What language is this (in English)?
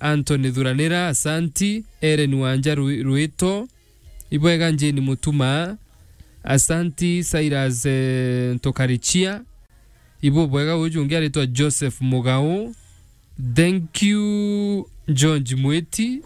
Meru